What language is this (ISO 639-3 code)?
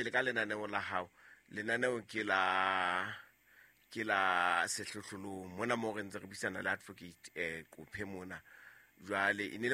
sot